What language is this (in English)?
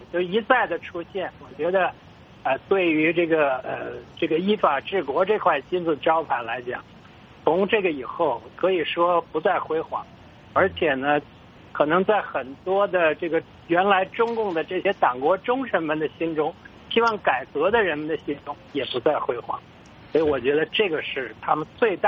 Chinese